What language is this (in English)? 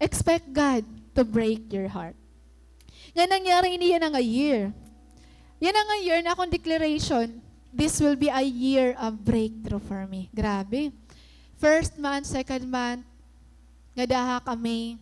Waray